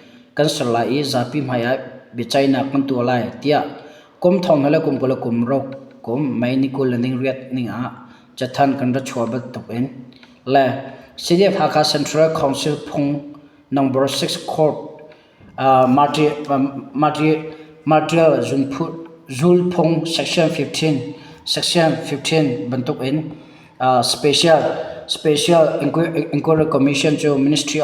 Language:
Hakha Chin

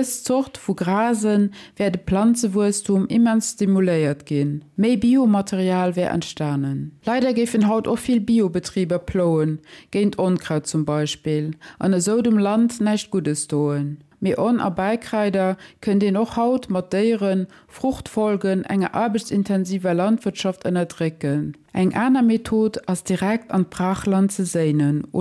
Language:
Luxembourgish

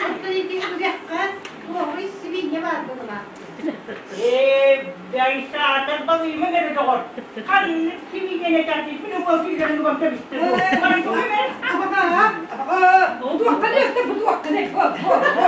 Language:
Yakut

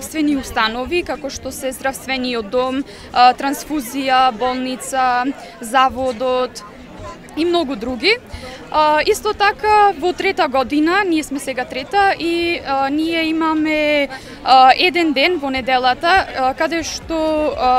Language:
Macedonian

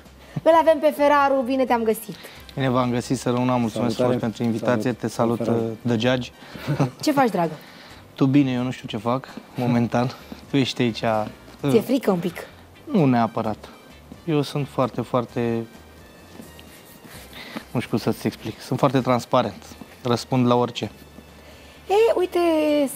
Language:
Romanian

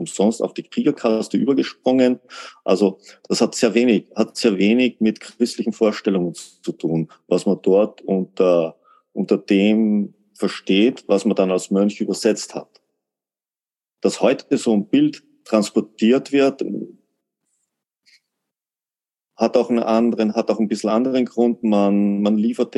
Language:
German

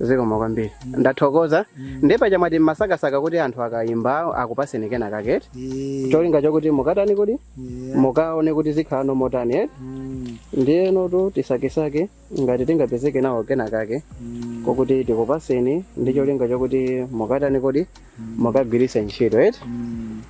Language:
Nyanja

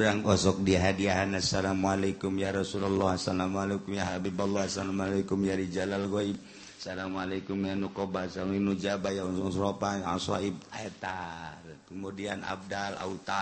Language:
Sundanese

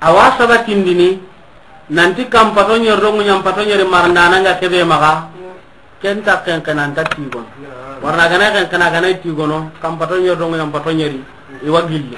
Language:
Soninke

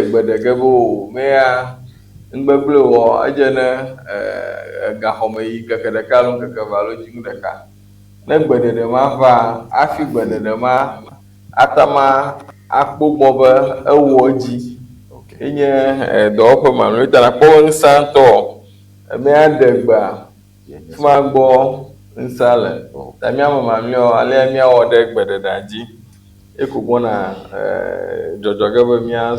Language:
Ewe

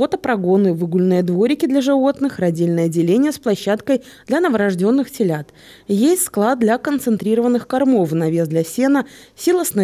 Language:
Russian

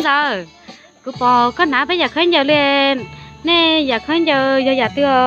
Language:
Hmong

